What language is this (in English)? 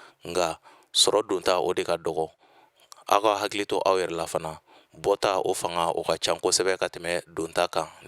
Bambara